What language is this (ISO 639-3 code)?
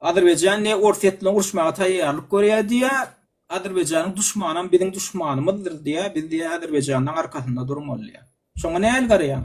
tuk